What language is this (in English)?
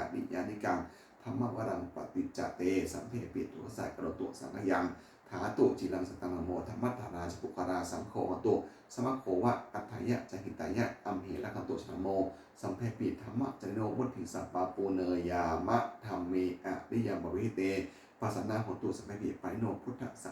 Pali